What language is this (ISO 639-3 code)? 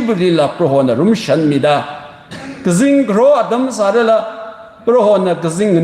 nmf